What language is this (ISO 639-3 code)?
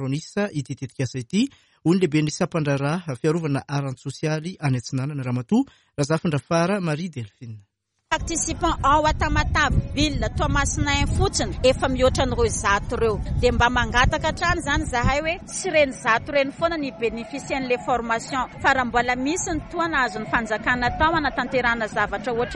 mlg